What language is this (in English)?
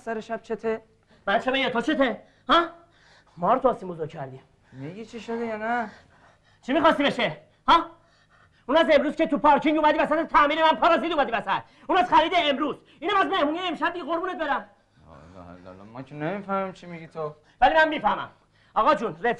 Persian